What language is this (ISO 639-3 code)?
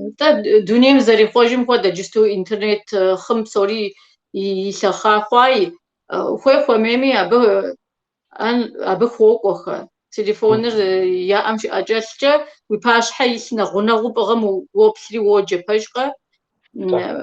kbd